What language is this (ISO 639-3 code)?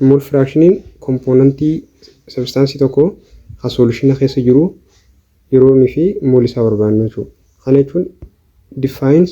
orm